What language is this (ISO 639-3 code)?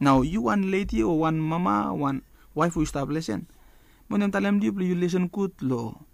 bis